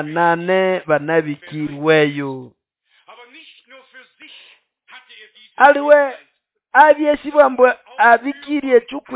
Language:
Nande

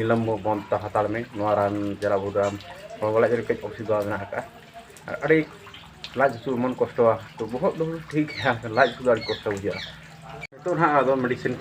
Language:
Santali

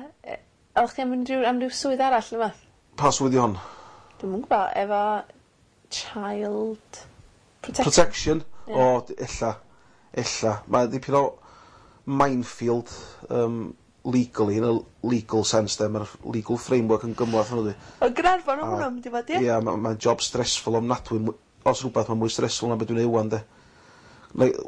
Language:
Welsh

